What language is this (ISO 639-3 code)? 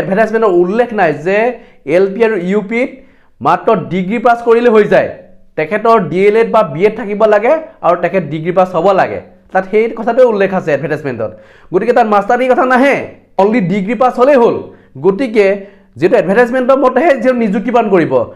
asm